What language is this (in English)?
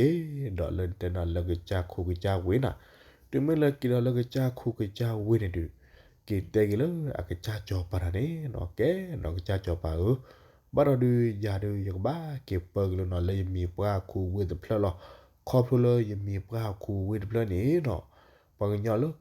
S'gaw Karen